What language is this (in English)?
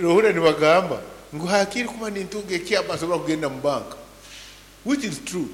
Nyankole